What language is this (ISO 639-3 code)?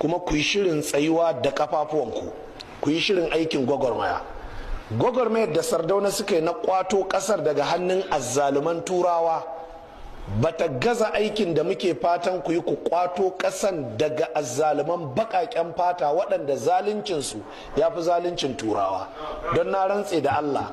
hau